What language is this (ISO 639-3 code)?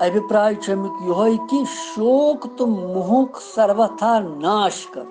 kas